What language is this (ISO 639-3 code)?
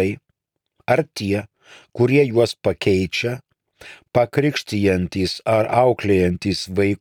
lit